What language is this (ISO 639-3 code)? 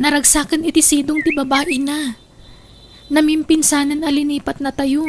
ilo